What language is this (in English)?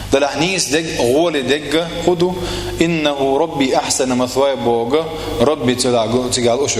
Chechen